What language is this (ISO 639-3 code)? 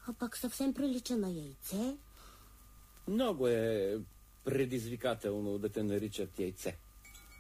bul